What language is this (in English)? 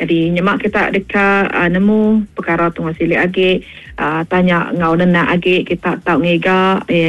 Iban